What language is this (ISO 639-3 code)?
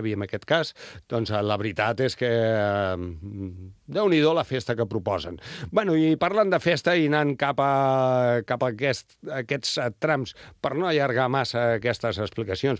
cat